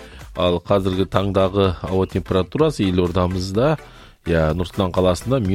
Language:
Kazakh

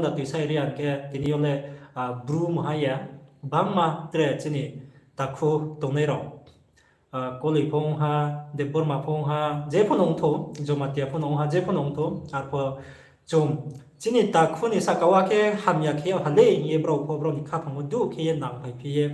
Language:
Riang (India)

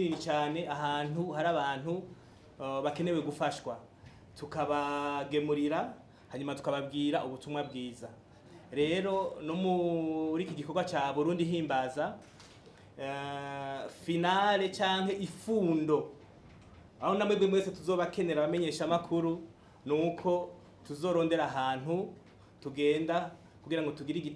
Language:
Rundi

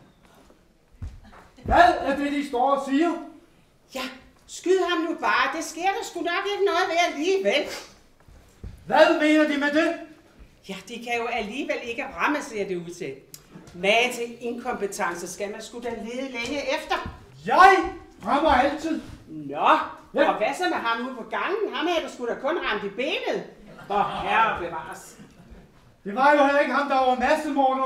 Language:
Danish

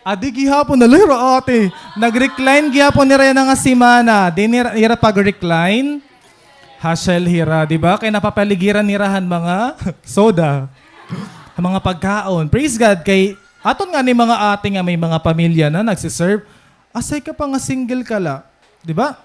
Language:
Waray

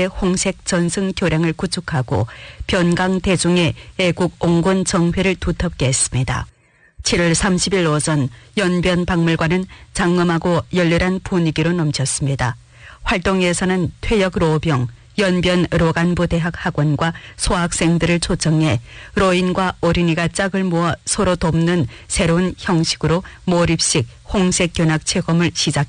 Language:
Korean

